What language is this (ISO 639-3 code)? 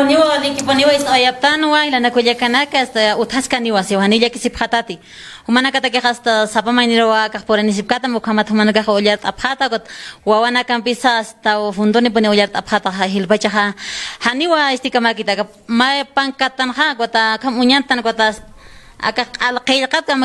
aym